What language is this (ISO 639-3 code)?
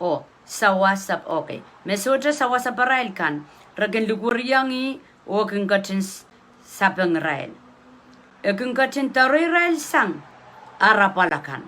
pon